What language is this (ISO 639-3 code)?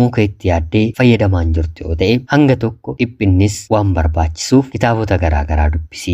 orm